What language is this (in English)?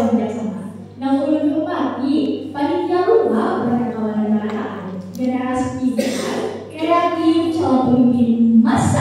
Banjar